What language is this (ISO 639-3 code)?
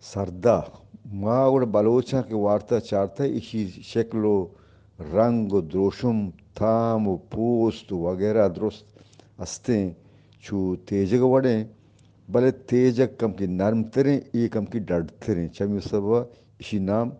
bgp